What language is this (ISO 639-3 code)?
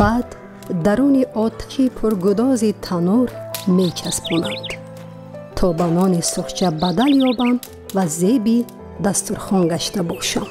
tgk